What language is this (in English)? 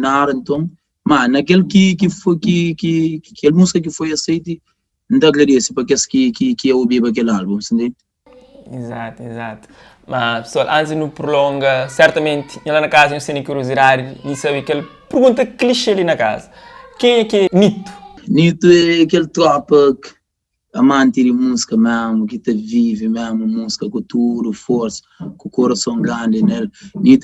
Kabuverdianu